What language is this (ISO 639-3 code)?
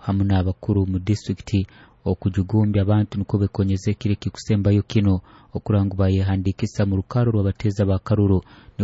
nyo